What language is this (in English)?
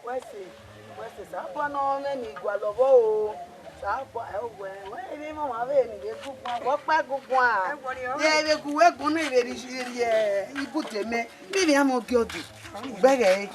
Bini